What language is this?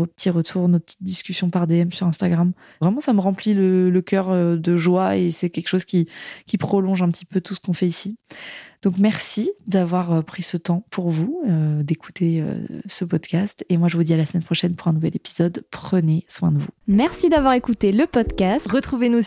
French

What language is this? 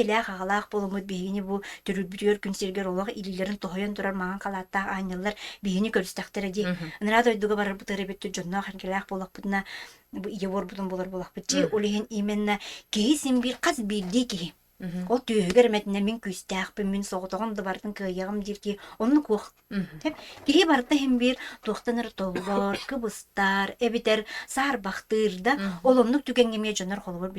Yakut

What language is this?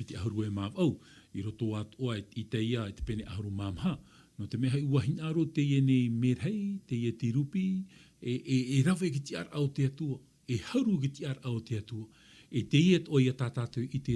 Tahitian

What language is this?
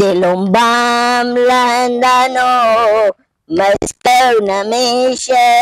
Persian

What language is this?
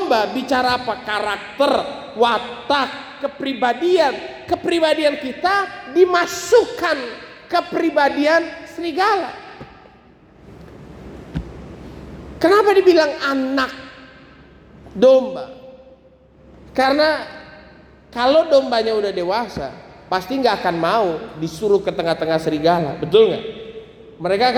Indonesian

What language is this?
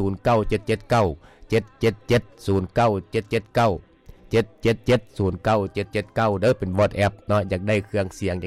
Lao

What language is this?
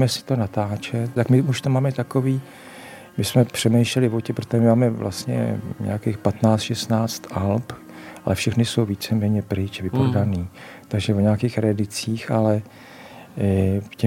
Czech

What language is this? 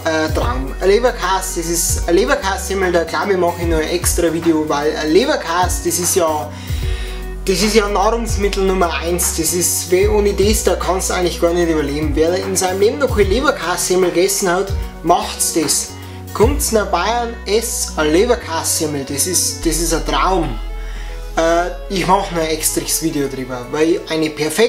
Bavarian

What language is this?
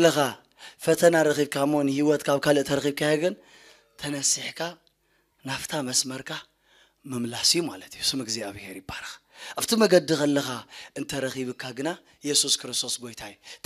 Tigrinya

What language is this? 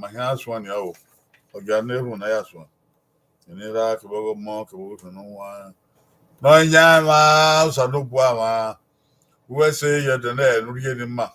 Bini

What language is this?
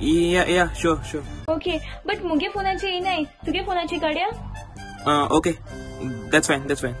Konkani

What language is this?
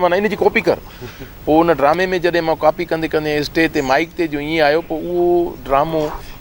Sindhi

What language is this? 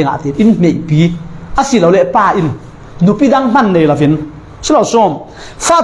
Falam Chin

